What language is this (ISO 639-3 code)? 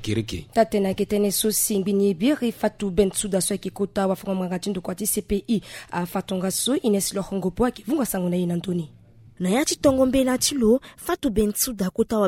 sag